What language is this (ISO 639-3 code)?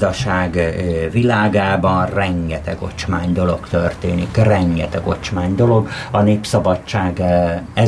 hun